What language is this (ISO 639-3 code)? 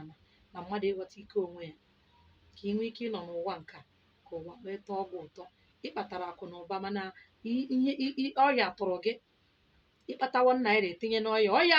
ibo